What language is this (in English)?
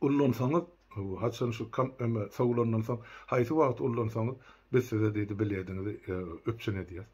Turkmen